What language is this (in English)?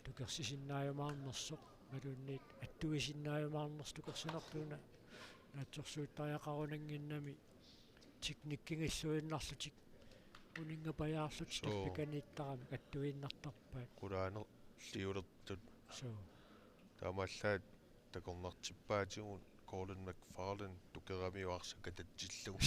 Kalaallisut